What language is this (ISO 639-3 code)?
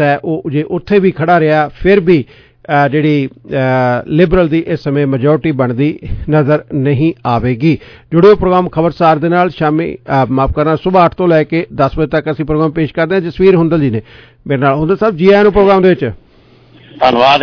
pan